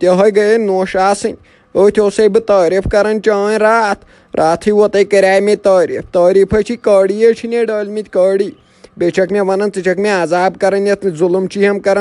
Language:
Kashmiri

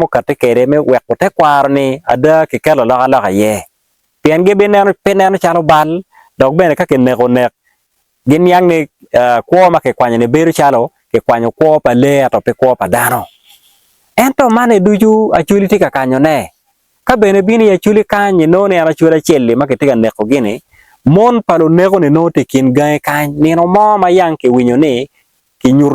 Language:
Acoli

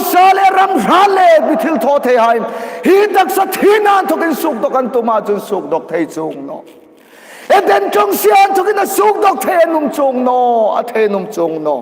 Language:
Hmar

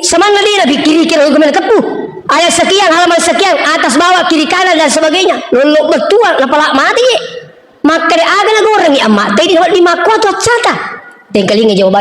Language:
Buginese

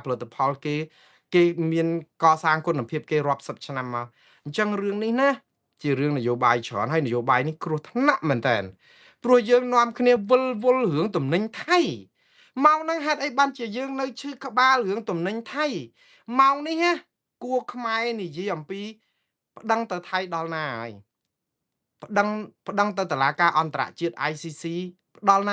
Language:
Khmer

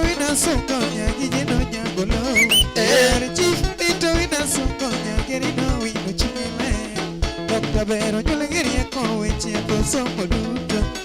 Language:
Luo (Kenya and Tanzania)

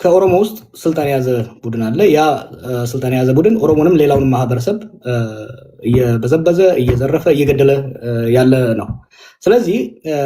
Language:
Amharic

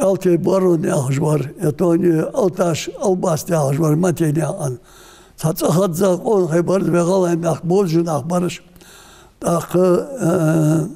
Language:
Ingush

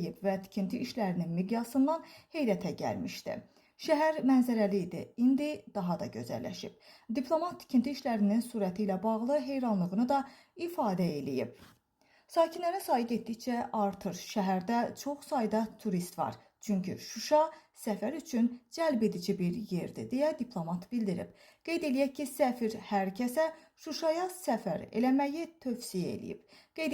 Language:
Azerbaijani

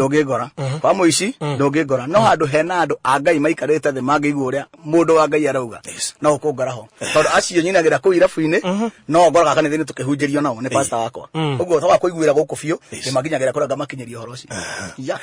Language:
Kikuyu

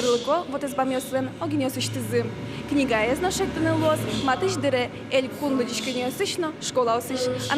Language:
Udmurt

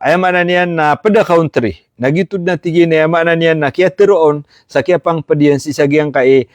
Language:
Maranao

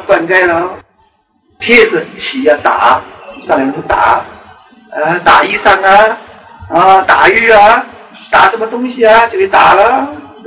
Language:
Chinese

